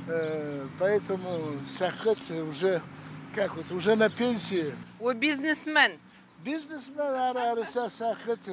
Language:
Adyghe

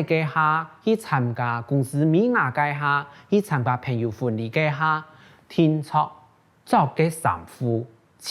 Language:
Hakka Chinese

